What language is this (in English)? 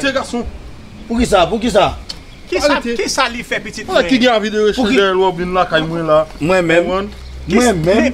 Haitian Creole